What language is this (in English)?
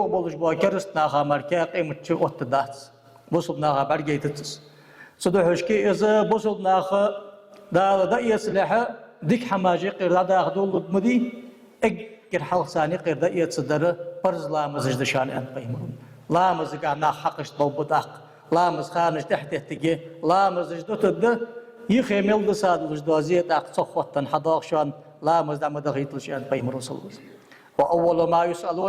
Ingush